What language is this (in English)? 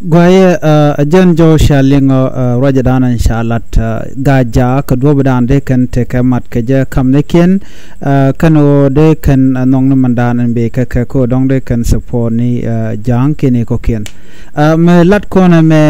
Nuer